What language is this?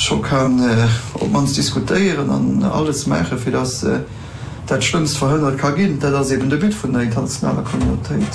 Luxembourgish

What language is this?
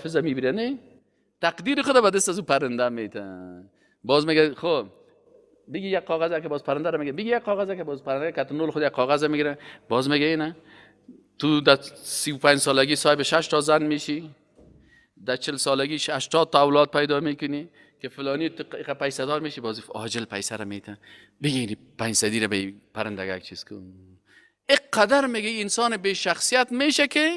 Persian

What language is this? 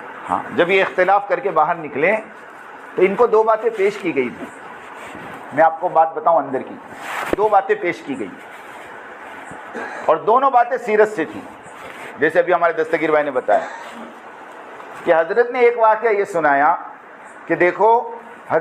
Urdu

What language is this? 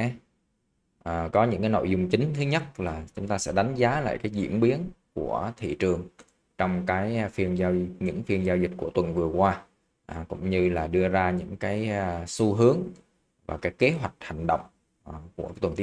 Vietnamese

